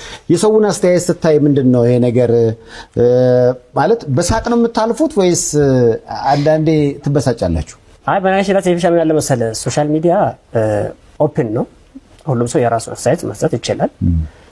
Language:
Amharic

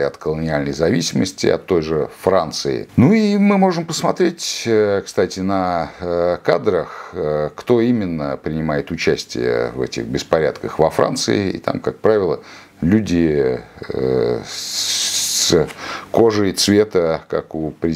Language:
Russian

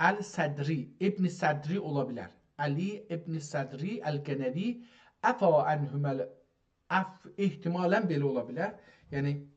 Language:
South Azerbaijani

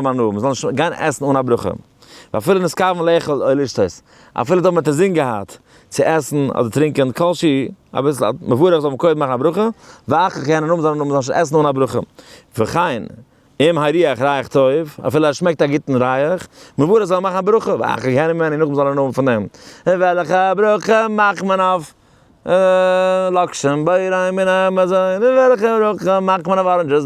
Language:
Yiddish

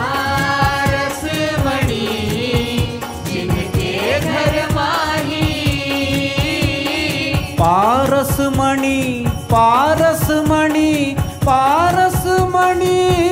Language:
Marathi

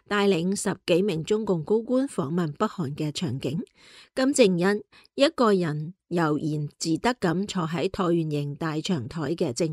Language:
Cantonese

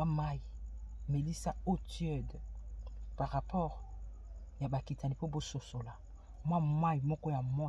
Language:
Lingala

